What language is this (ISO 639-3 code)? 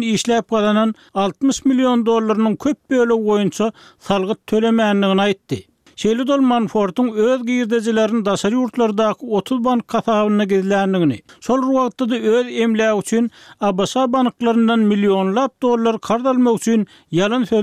tuk